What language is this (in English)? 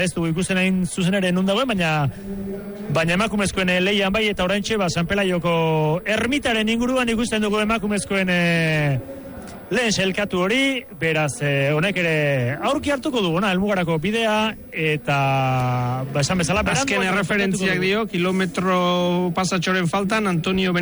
Basque